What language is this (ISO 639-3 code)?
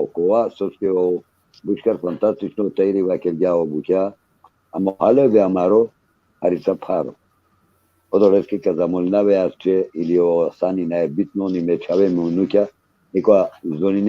rmn